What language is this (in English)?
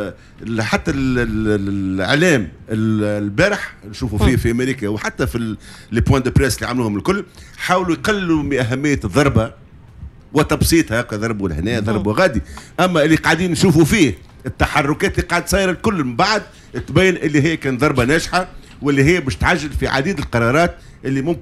Tunisian Arabic